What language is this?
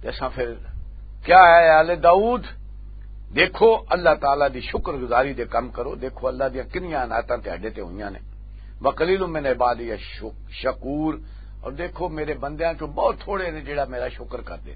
Western Panjabi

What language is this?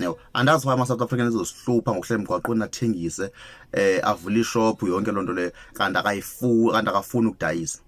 Zulu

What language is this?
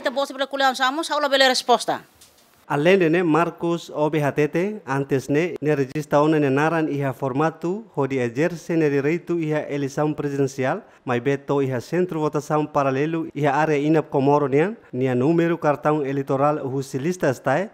Tetum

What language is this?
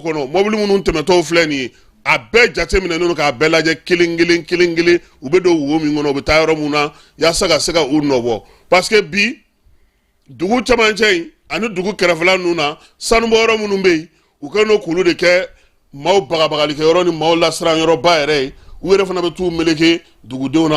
Bambara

